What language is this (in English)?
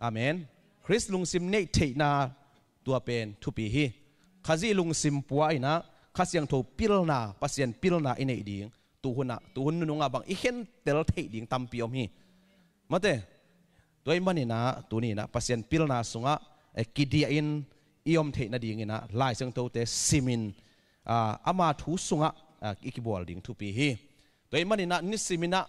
Tedim Chin